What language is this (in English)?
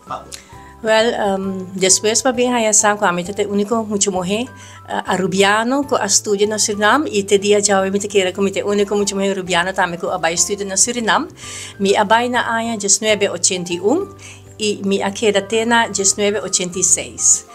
Papiamento